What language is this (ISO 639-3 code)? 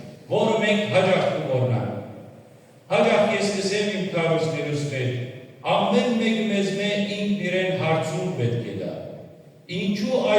hyw